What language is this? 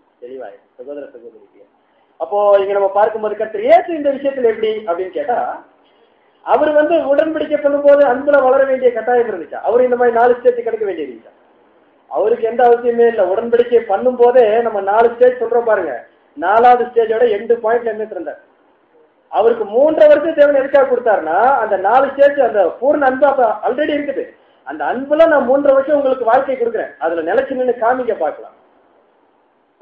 Tamil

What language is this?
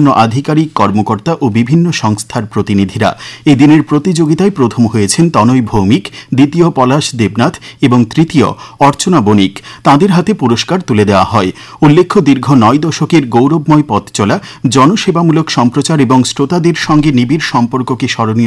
Bangla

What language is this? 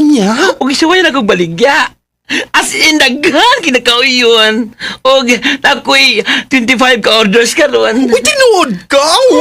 Cebuano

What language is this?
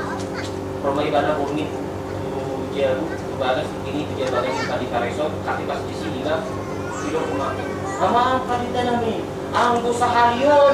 Batak Toba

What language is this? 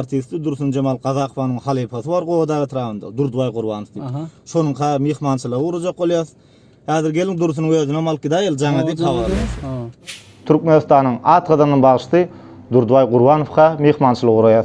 Turkmen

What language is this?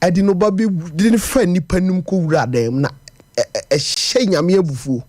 Akan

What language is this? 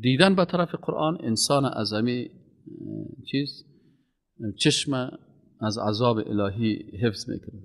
Persian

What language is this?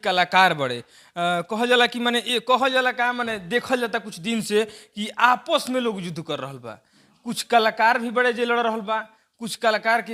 Bhojpuri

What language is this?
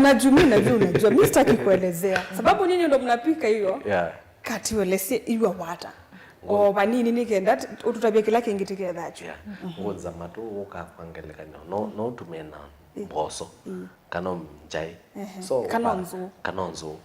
Kamba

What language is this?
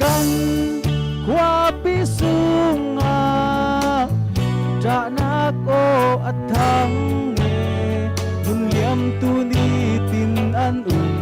Falam Chin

